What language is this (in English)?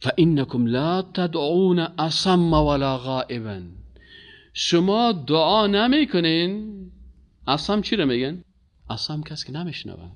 Persian